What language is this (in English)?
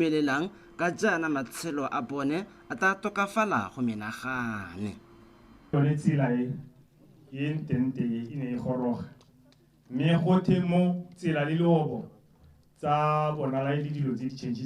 Tswana